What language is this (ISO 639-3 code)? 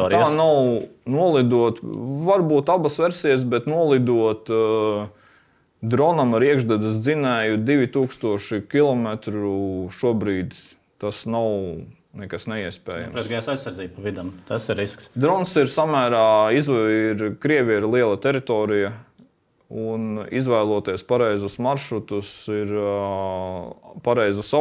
lav